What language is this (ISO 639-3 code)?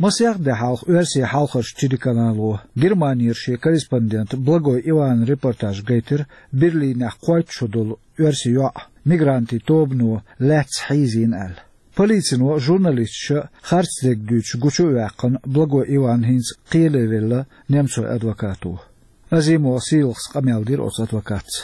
che